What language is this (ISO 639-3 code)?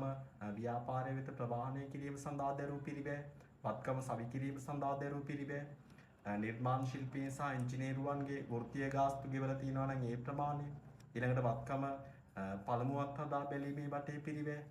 sin